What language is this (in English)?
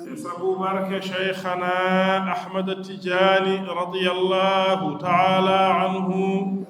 Fula